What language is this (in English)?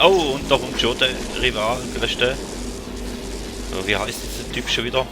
Swiss German